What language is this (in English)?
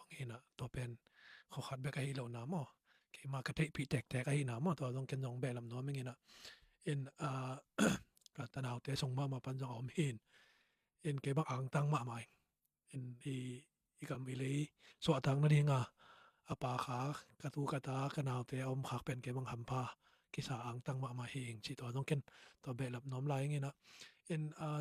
Tedim Chin